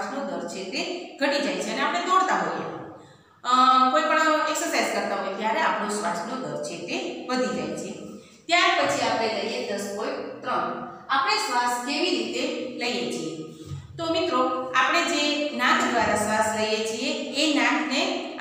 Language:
Gujarati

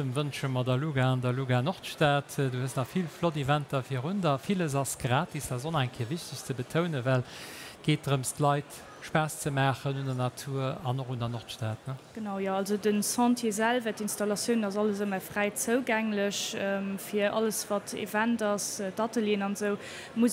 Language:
Luxembourgish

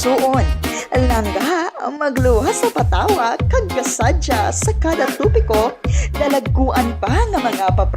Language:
Hiligaynon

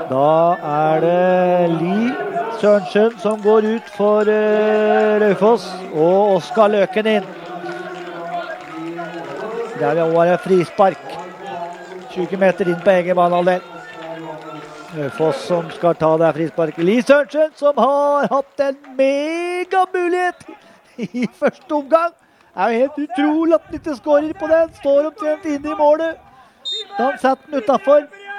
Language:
Norwegian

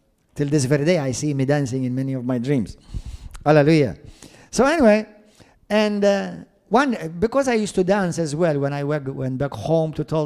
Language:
English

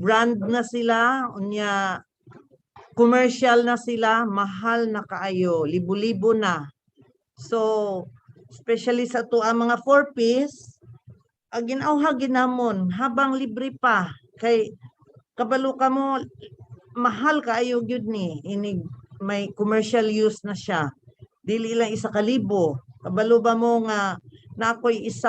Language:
Cebuano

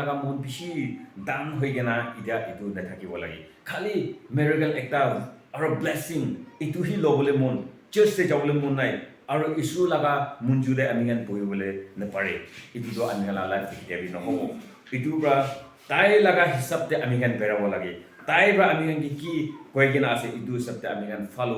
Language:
Naga Pidgin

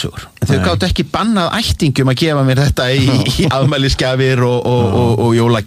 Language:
Icelandic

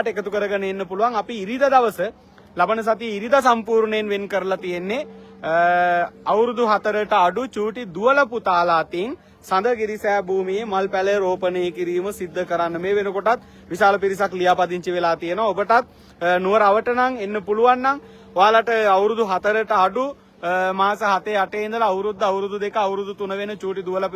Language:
Sinhala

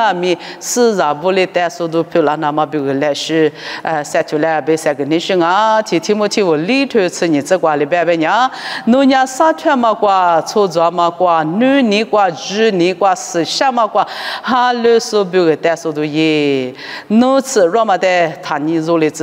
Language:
Lisu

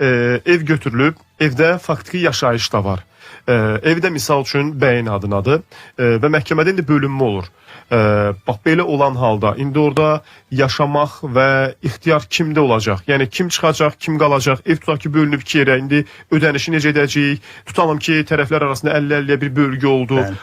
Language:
Azerbaijani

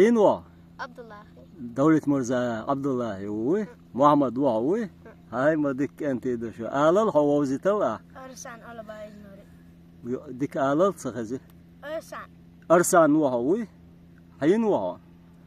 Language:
Chechen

